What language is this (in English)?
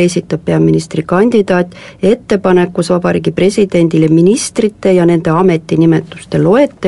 Estonian